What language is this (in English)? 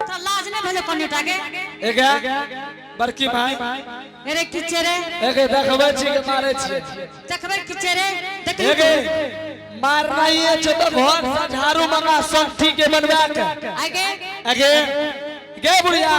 Angika